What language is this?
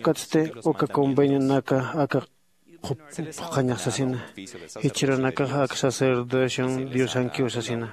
Aymara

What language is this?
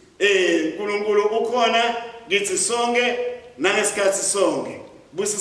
Swati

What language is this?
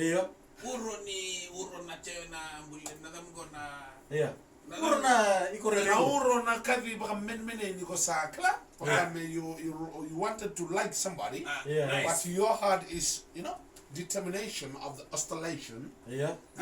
Fijian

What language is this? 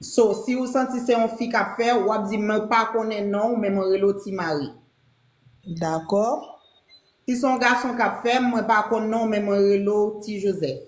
Haitian Creole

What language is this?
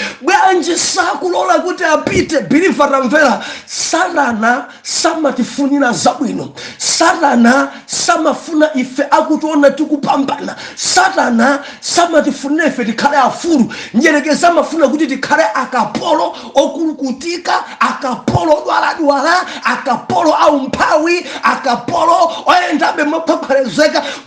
Nyanja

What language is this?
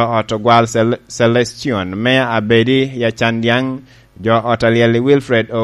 Lango (Uganda)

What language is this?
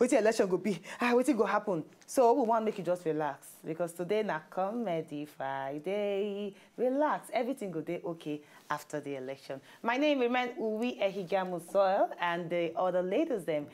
Nigerian Pidgin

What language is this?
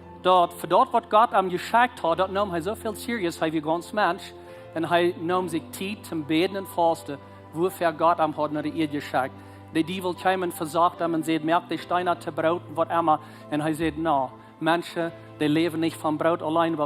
Plautdietsch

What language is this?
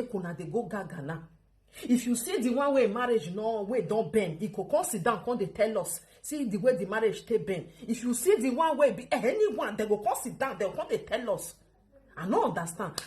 Nigerian Pidgin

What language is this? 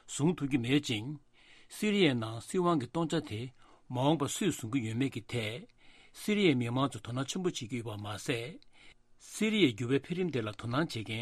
Tibetan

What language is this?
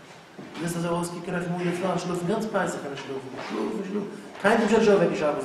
Yiddish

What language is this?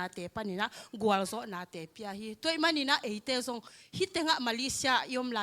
Tedim Chin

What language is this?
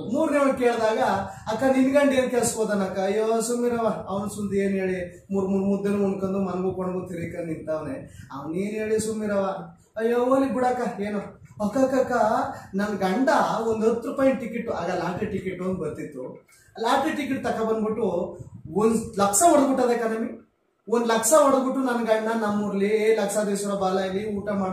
Kannada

